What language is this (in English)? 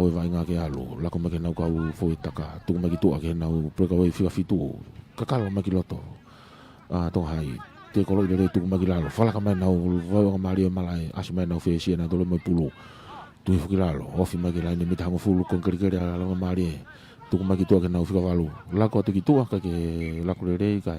Tongan